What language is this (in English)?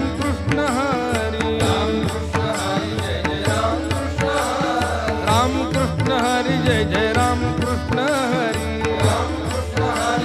Marathi